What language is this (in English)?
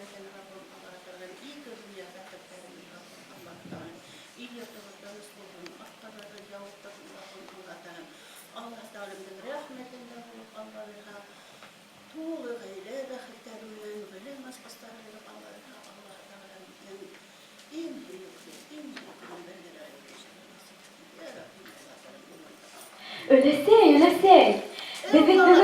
Bashkir